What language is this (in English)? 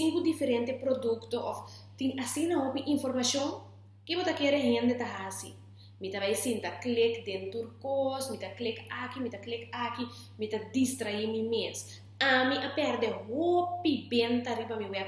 Papiamento